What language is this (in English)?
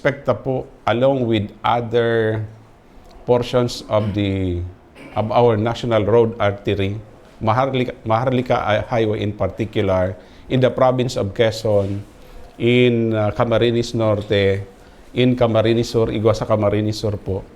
Bikol